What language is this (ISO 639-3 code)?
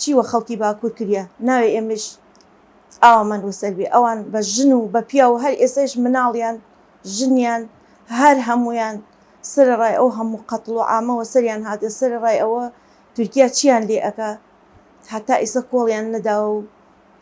ckb